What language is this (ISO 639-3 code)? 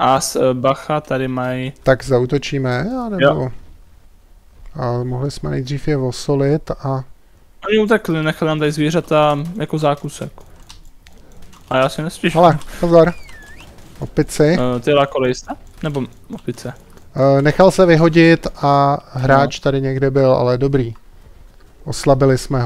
ces